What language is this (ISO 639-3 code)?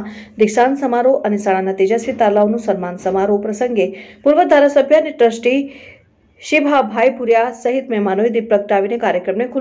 guj